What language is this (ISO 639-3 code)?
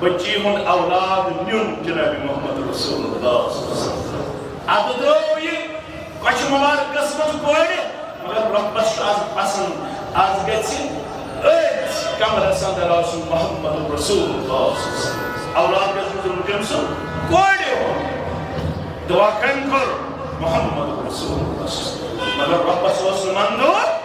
kas